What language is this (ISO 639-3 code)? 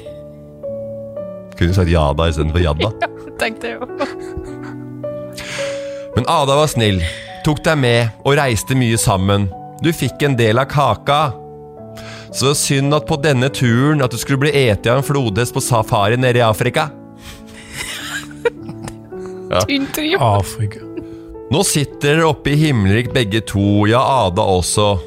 nor